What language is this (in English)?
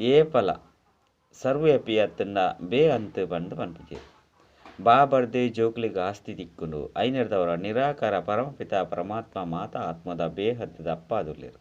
Tulu